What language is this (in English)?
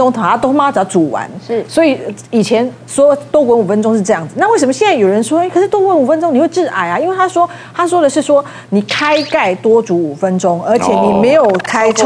Chinese